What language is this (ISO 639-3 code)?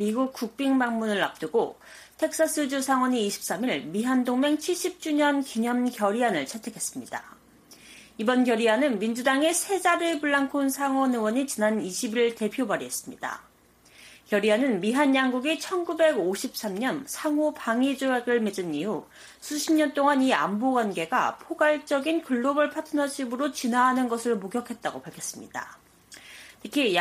kor